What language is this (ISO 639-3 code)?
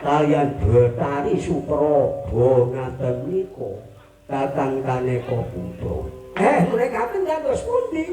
jav